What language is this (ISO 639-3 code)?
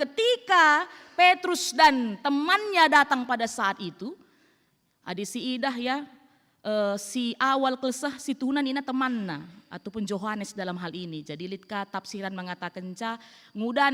btx